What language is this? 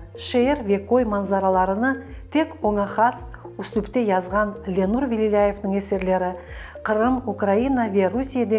Crimean Tatar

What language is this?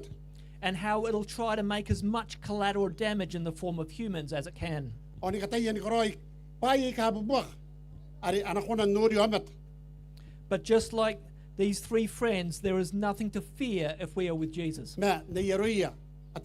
Gilbertese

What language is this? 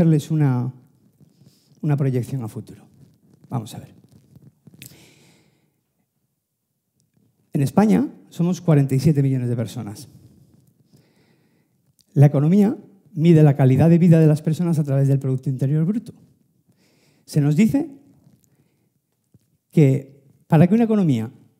Spanish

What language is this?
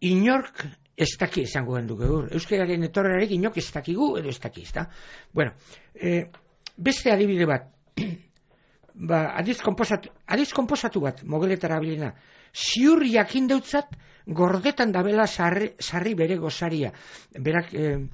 Basque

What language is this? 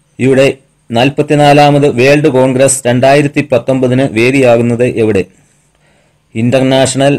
Malayalam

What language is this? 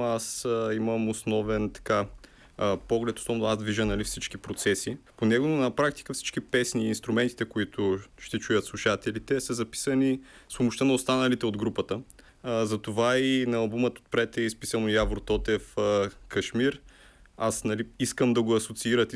Bulgarian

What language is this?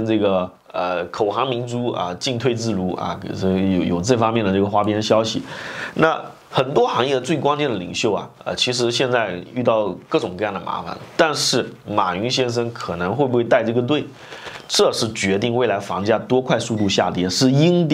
Chinese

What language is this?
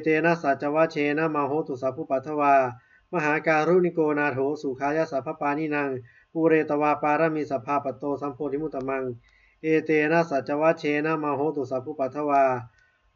Pali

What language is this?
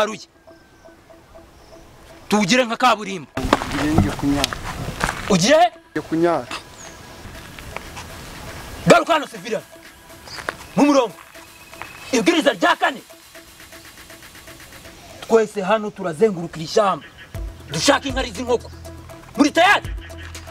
Kinyarwanda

